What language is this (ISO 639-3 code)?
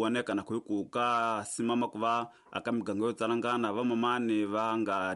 tso